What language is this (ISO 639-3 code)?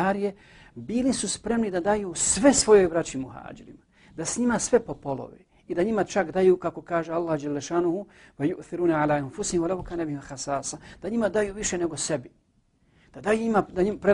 bos